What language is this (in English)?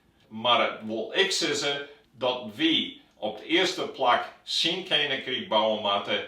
Western Frisian